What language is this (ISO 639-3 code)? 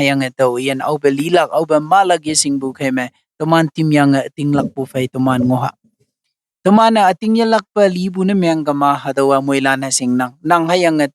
nbe